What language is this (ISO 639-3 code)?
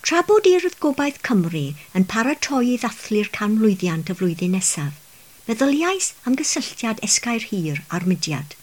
cym